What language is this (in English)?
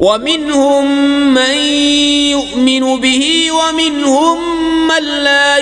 Kashmiri